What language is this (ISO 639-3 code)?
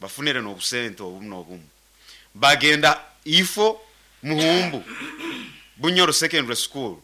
nyo